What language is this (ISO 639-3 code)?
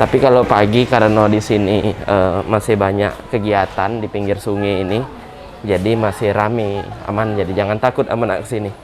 mui